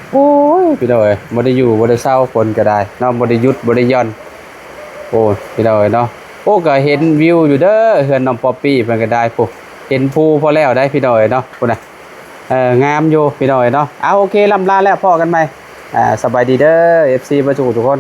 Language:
Lao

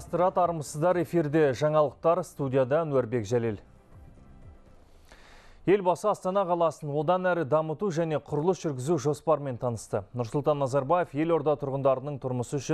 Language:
Kazakh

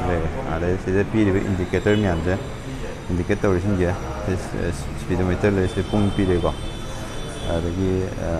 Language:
Manipuri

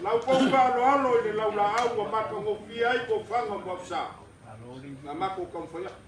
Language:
Samoan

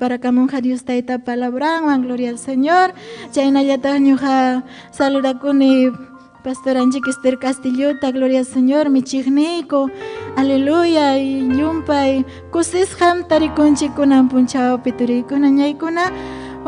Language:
Ayacucho Quechua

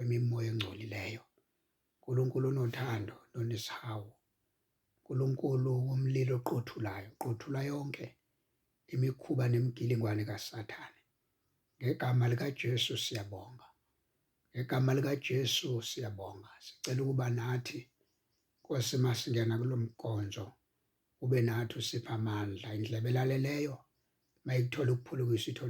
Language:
Zulu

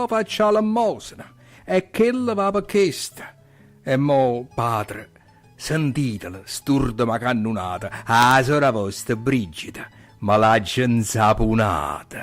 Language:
Neapolitan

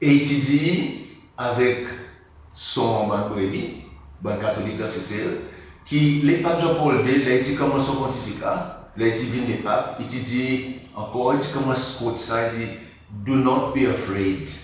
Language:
Seselwa Creole French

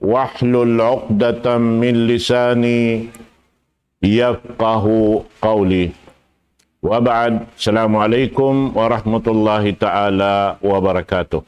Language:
Tausug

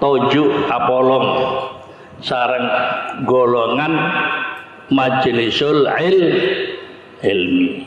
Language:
Madurese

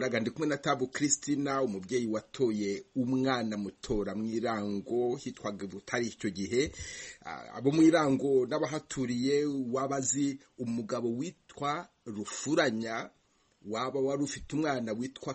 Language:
Kinyarwanda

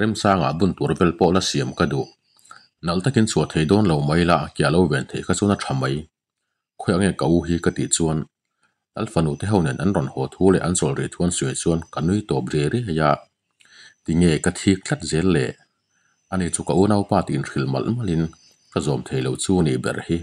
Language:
Mizo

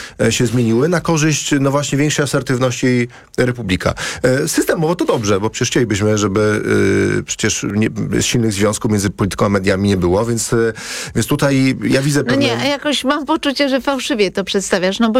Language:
Polish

